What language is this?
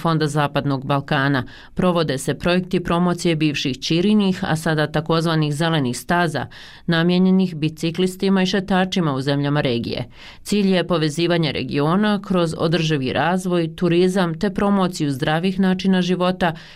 Bosnian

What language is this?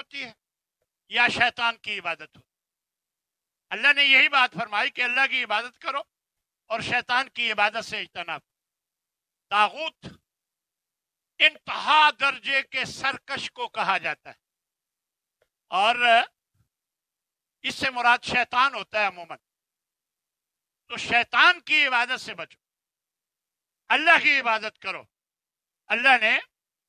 Urdu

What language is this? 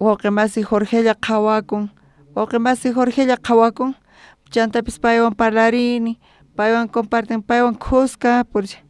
South Bolivian Quechua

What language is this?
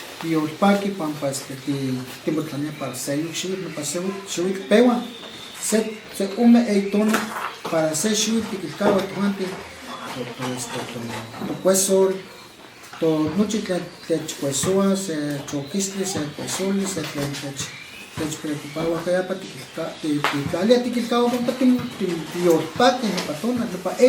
Western Huasteca Nahuatl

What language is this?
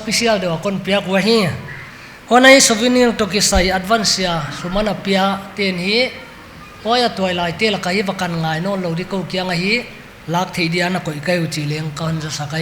Paite Chin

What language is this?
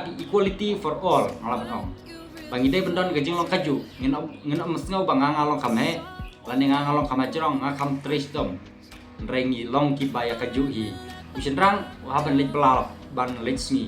Khasi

